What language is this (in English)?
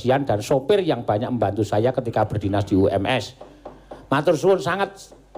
Javanese